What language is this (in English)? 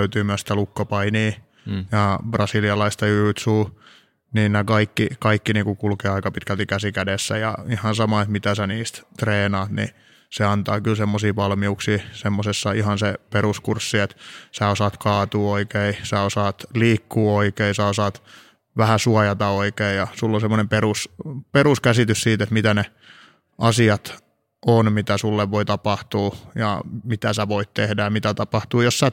Finnish